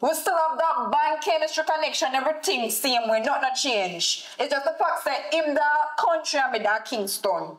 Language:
Jamaican Creole English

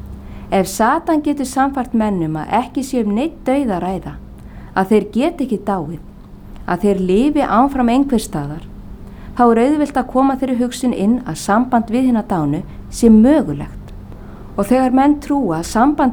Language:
Icelandic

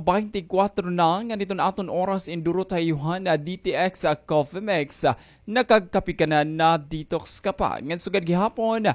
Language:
Waray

